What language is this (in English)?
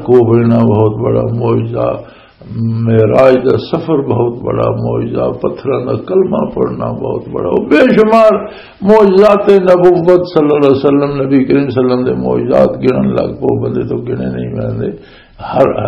Western Panjabi